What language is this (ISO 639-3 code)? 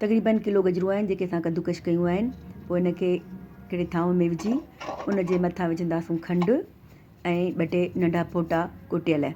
snd